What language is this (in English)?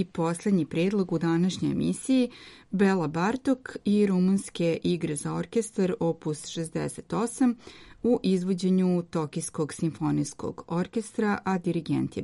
Serbian